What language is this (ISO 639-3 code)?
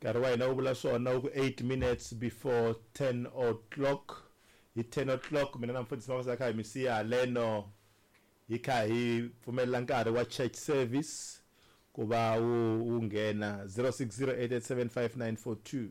tso